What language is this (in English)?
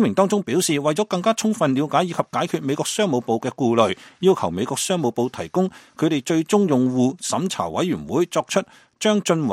Cantonese